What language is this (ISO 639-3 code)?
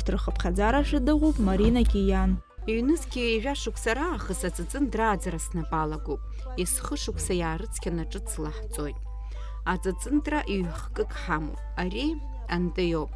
abk